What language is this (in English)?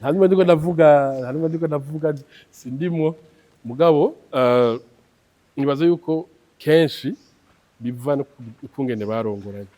Rundi